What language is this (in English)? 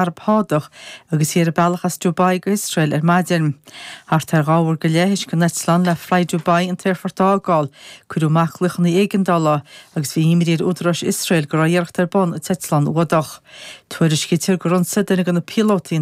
Irish